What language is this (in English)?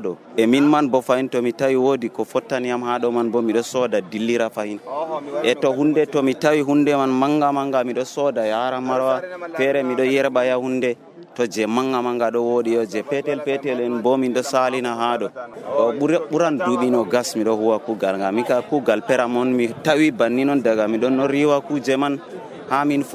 Nigerian Fulfulde